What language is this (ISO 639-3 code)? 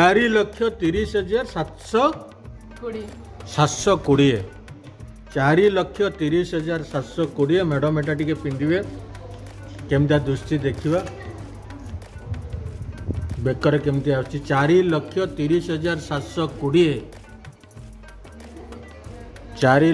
ori